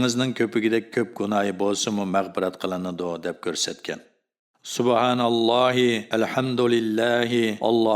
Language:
Uyghur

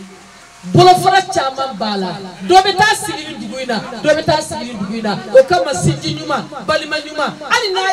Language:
Bambara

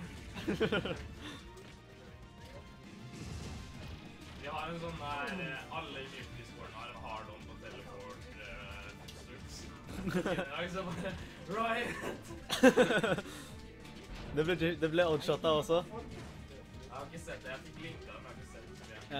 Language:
Norwegian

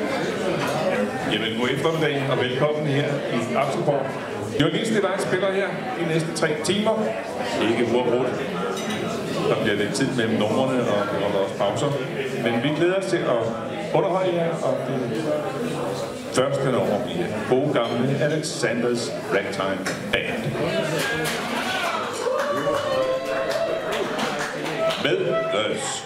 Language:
Danish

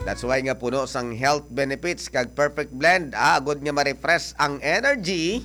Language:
Hiligaynon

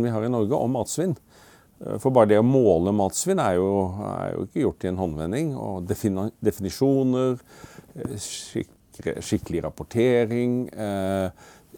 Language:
Norwegian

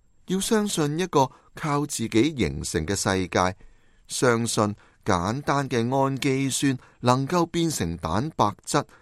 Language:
Cantonese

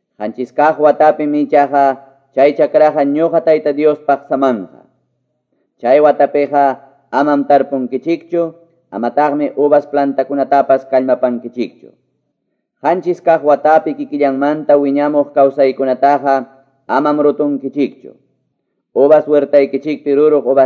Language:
Quechua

